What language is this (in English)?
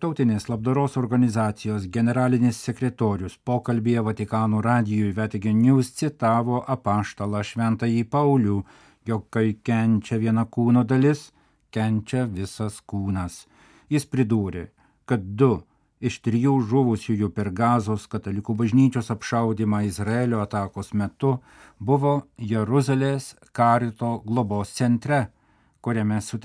Lithuanian